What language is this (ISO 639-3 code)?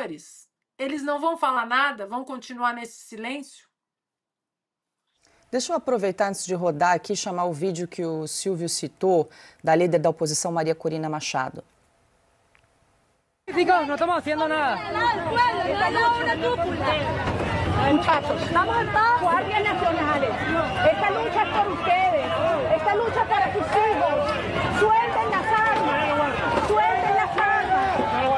por